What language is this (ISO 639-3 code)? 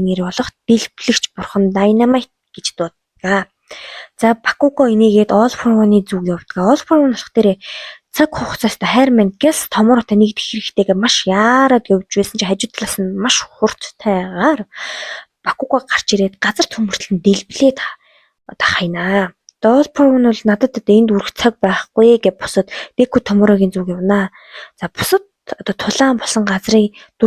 mon